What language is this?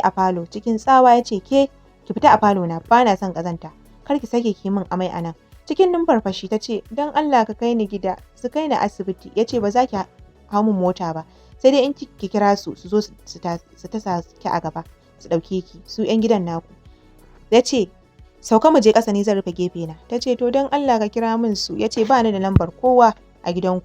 Hausa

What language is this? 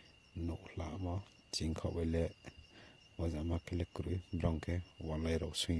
Riang (India)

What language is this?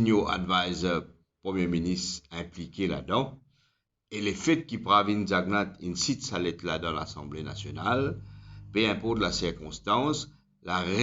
Morisyen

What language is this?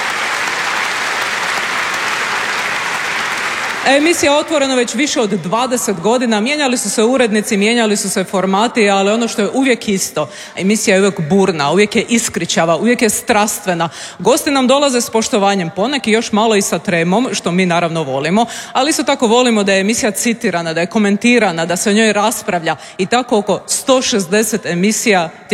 Croatian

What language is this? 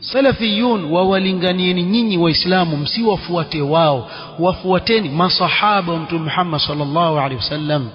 Swahili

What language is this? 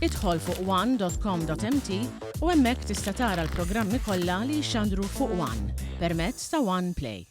Maltese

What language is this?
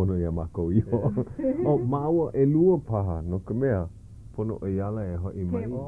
Hawaiian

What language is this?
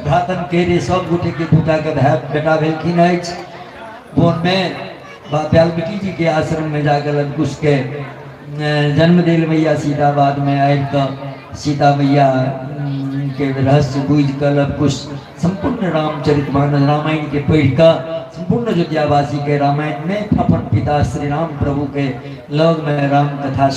Maithili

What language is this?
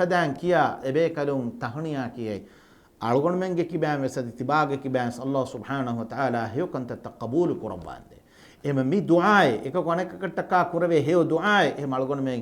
Divehi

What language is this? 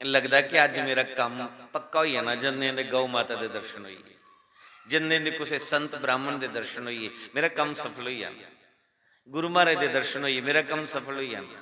Dogri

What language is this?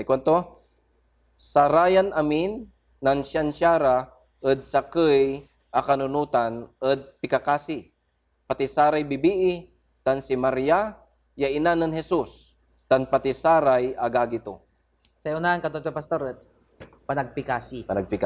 Pangasinan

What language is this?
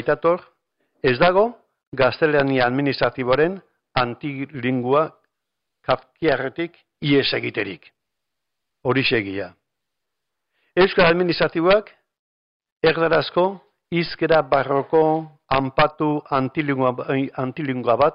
Basque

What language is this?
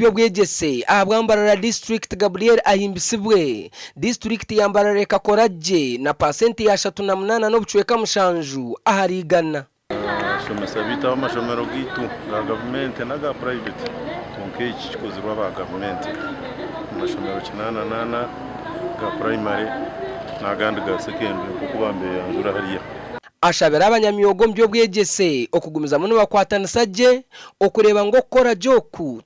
Nyankole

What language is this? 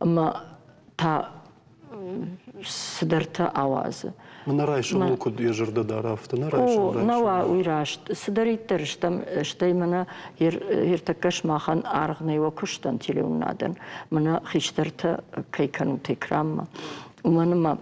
Ossetic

